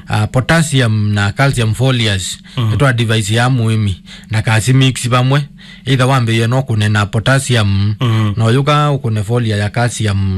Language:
Kamba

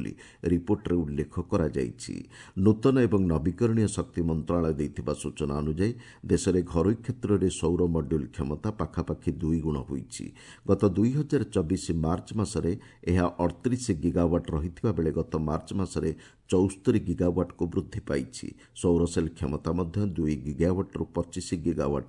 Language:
Odia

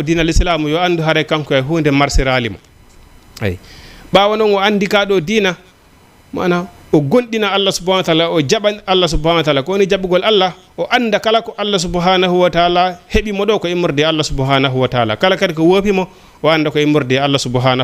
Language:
Fula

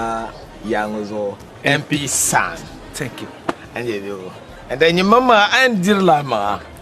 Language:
Dagbani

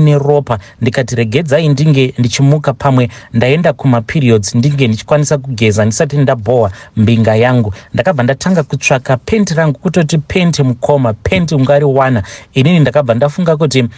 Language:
Shona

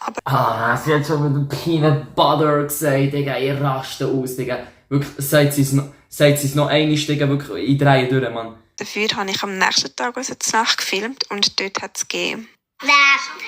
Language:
Swiss German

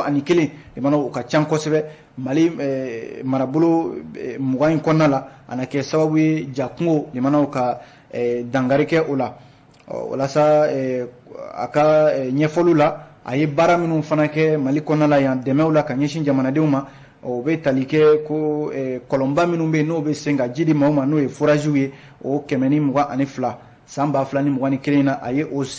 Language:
Bambara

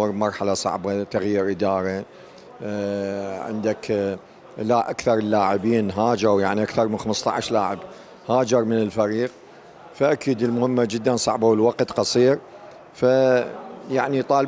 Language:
Mesopotamian Arabic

